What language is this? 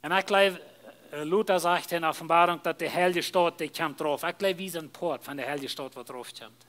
Plautdietsch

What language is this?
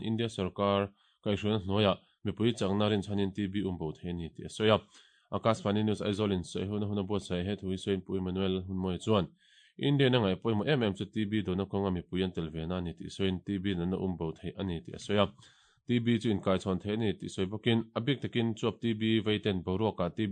Mizo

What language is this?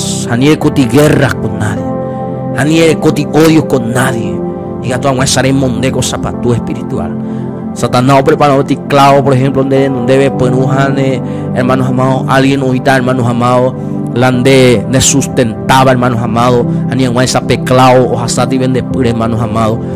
Guarani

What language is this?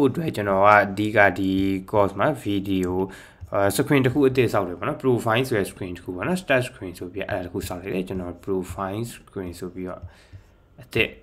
Burmese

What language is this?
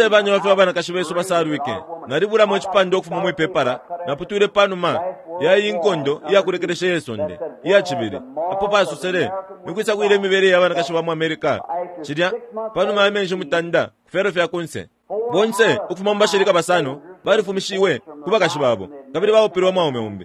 Bemba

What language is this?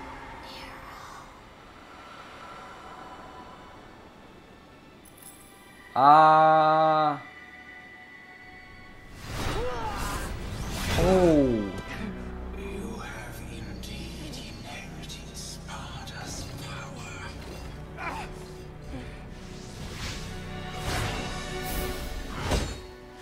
English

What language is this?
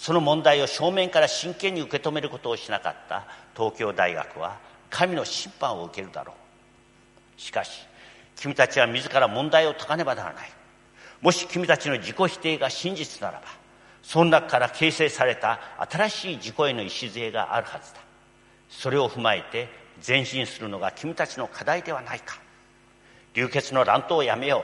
Japanese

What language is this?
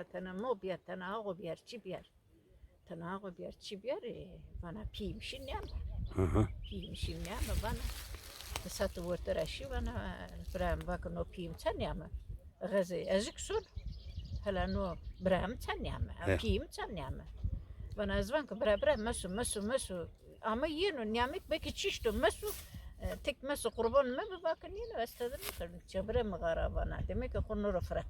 Zaza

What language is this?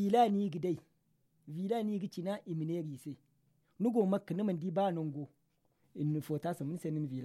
Zarma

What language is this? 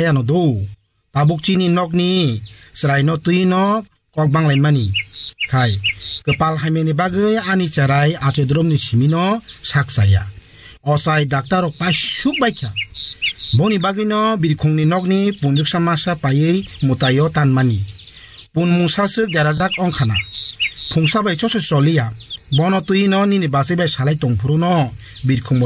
Kok Borok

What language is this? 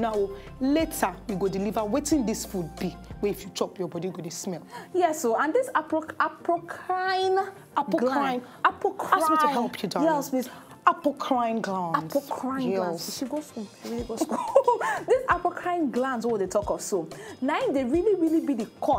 Nigerian Pidgin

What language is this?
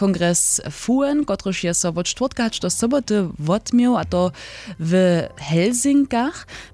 Upper Sorbian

